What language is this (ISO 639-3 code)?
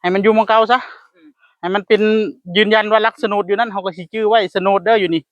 tts